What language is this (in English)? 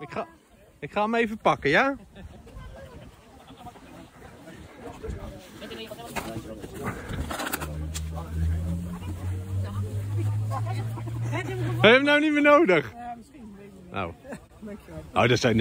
Dutch